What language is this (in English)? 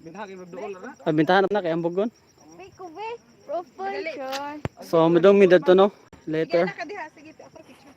Cebuano